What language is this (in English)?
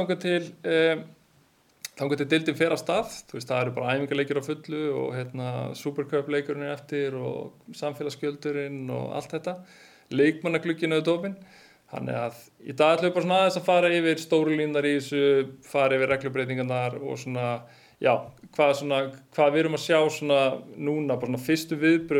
Icelandic